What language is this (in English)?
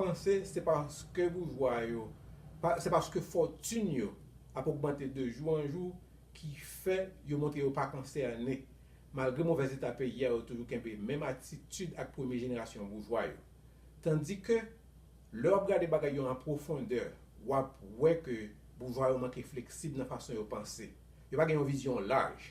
Haitian Creole